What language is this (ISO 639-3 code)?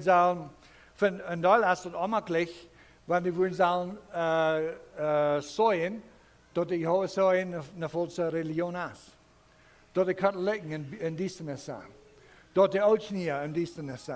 pdt